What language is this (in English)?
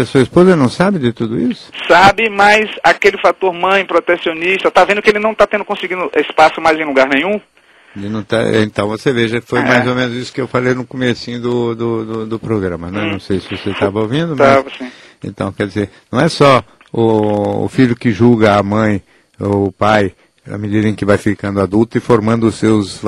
Portuguese